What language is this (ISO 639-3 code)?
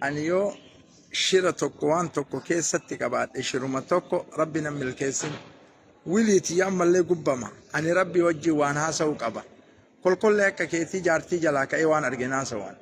orm